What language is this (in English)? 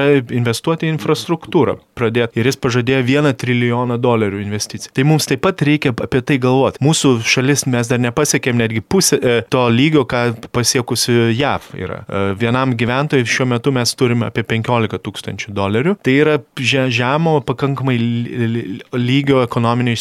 Lithuanian